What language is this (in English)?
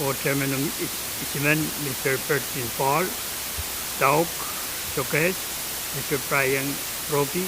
Pohnpeian